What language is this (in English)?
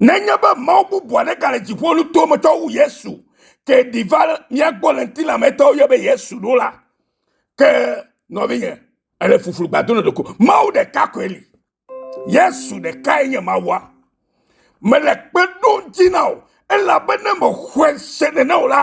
Ewe